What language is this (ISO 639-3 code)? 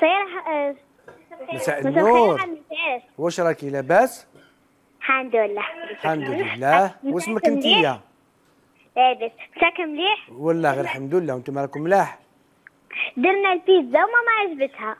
arq